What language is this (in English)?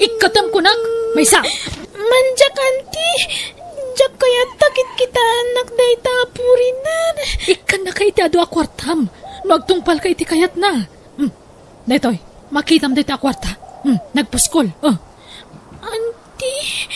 Iloko